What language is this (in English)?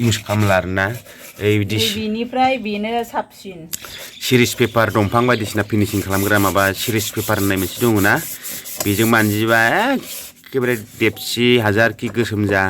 Bodo